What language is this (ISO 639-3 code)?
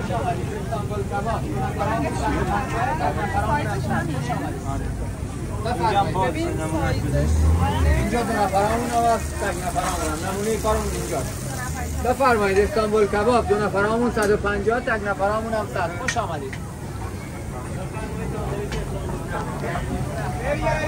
fas